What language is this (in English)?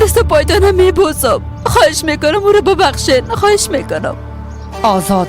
Persian